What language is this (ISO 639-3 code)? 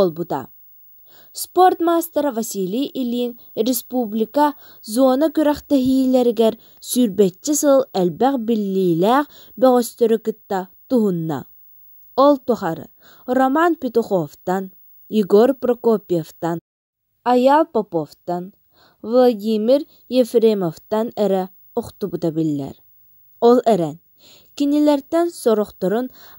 sah